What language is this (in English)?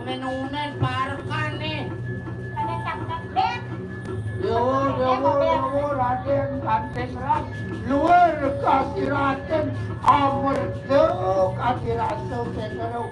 Balinese